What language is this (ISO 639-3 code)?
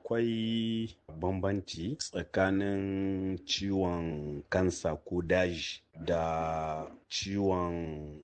hau